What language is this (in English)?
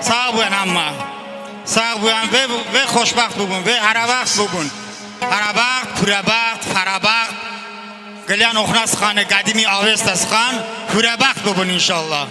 Talysh